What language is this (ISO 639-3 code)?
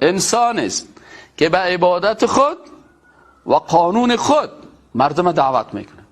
fas